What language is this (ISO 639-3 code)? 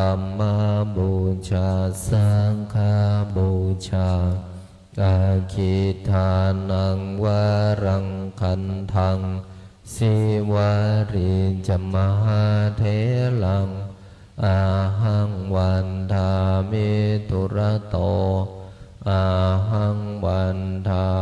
pli